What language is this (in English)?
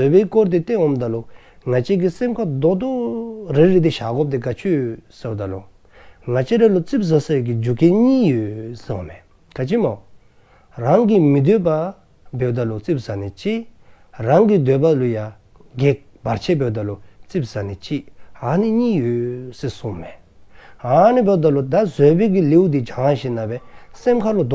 Dzongkha